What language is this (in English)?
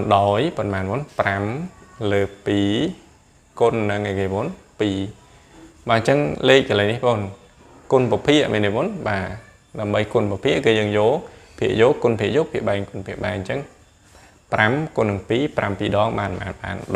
Khmer